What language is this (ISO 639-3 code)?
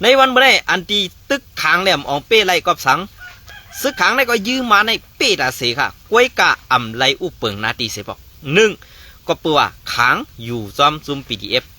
shn